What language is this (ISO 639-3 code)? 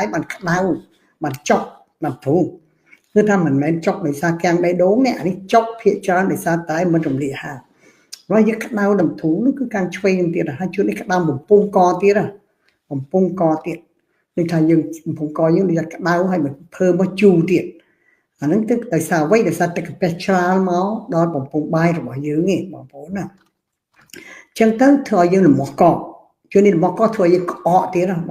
khm